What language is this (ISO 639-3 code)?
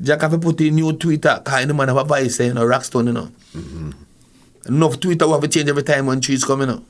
jam